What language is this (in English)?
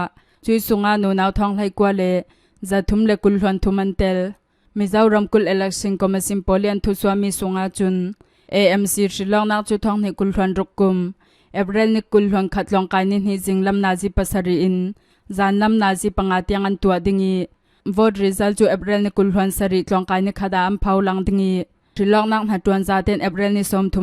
Hakha Chin